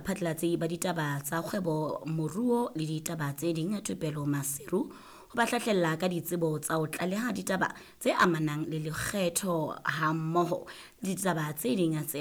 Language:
Southern Sotho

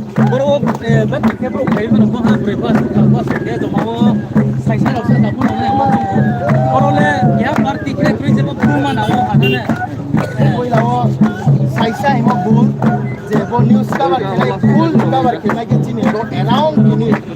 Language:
Riang (India)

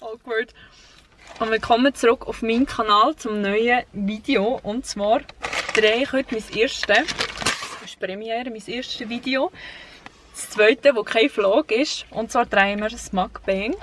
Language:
Swiss German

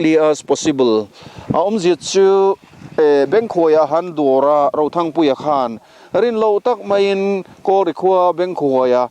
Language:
Mizo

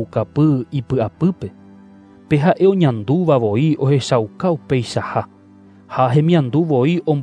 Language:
Guarani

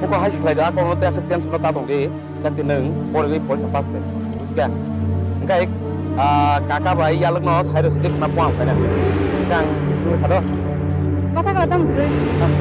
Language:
Kok Borok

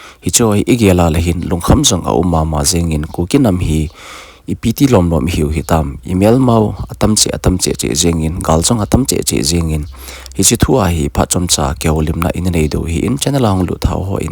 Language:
Thado Chin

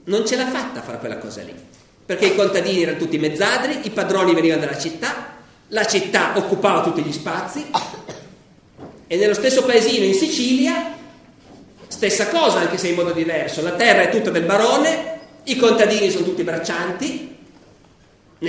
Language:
Italian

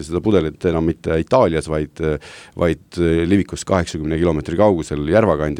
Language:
Estonian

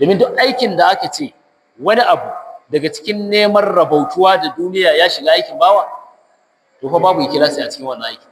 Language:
Hausa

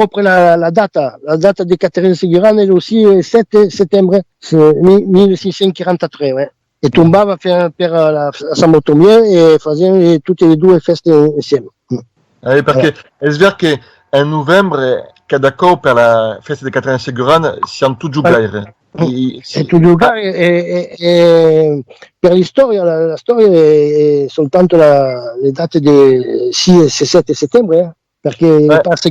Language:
Occitan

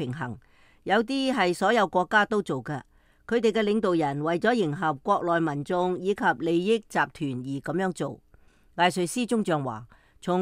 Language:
Cantonese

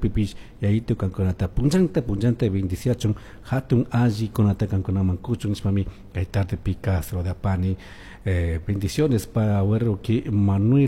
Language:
Chimborazo Highland Quichua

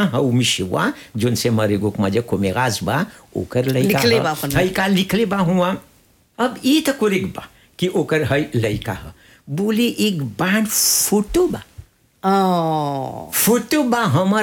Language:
Bhojpuri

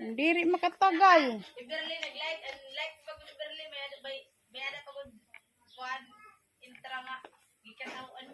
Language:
Waray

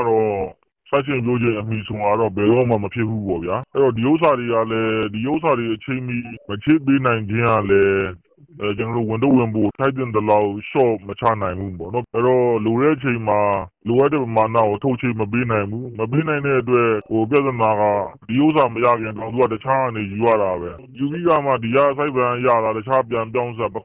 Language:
Burmese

